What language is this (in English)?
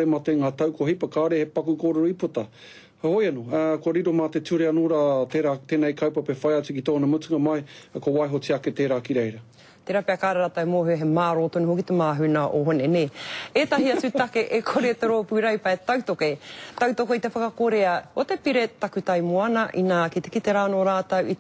Māori